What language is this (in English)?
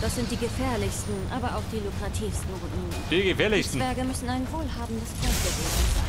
Bavarian